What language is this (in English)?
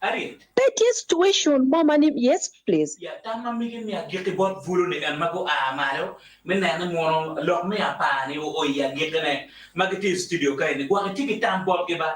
Acoli